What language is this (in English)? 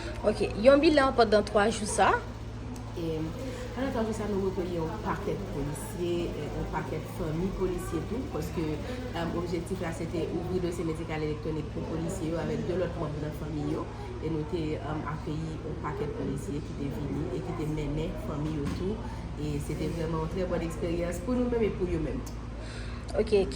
Haitian Creole